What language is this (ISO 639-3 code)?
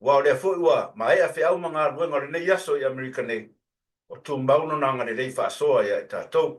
smo